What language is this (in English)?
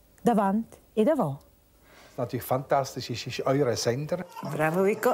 Romansh